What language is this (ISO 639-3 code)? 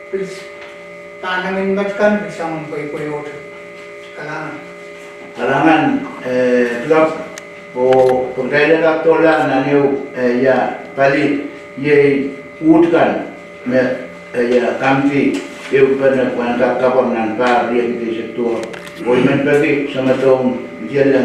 pon